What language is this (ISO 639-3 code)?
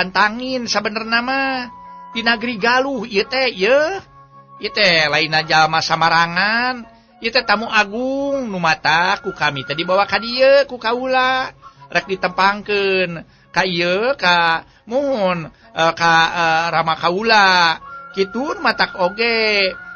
sun